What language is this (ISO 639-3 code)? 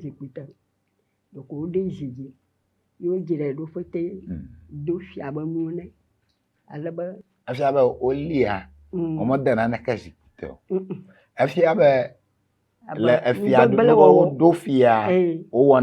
ewe